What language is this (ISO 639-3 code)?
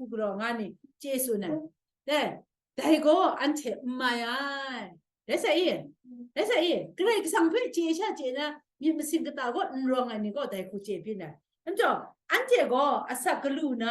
kac